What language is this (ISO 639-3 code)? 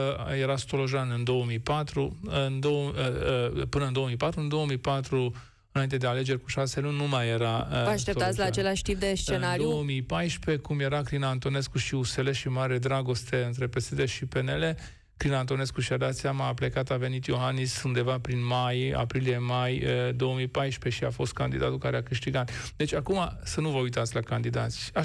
ron